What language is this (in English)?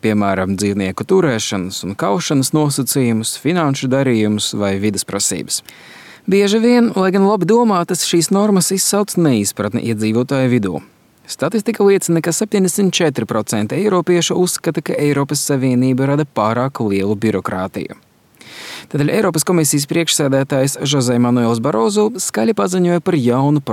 Latvian